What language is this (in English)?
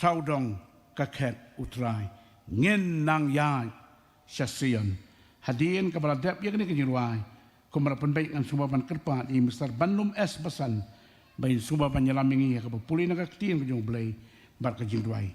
Khasi